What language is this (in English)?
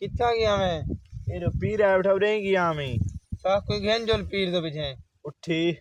Saraiki